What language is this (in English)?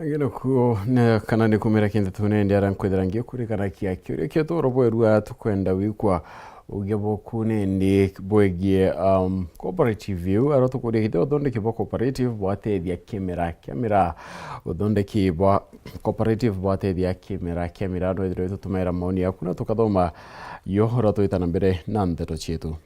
Meru